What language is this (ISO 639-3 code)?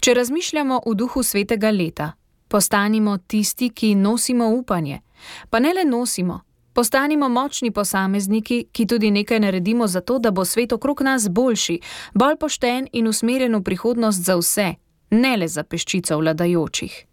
slv